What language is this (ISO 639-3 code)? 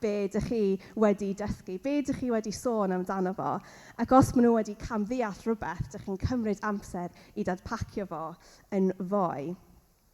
cym